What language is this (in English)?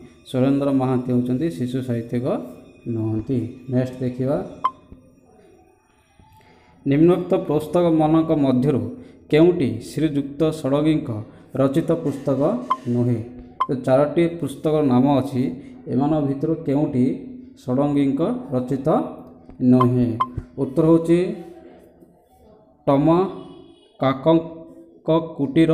Odia